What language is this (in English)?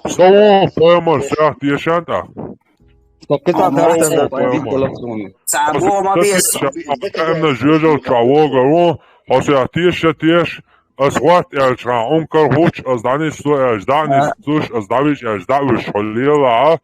Chechen